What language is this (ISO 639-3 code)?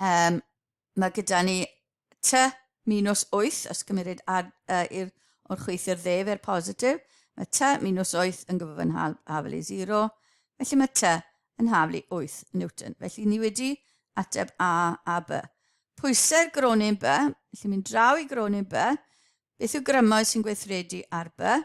cym